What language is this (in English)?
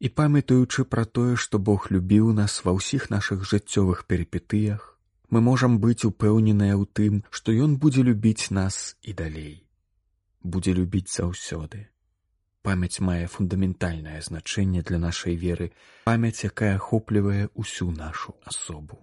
Belarusian